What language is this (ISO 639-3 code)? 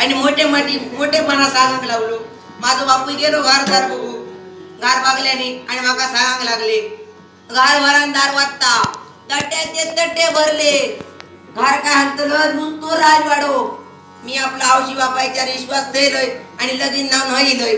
kok